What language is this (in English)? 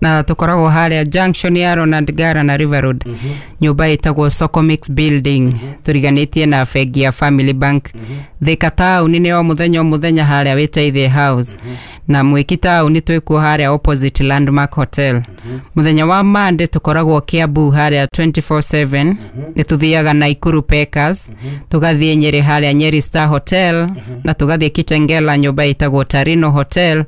Kikuyu